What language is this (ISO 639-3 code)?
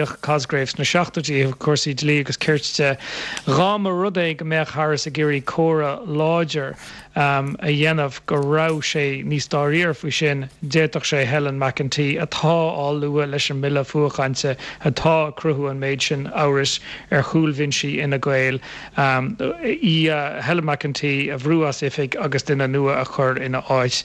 gle